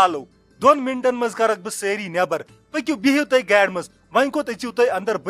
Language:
Kashmiri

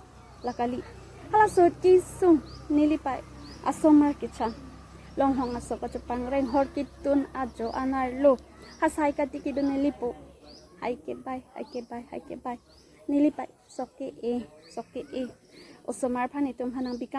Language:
Karbi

